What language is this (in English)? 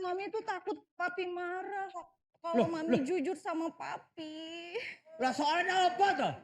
Betawi